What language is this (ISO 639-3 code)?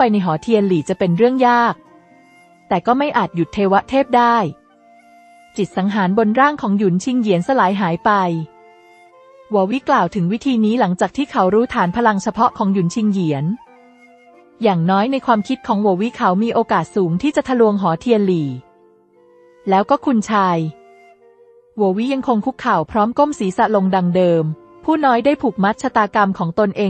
tha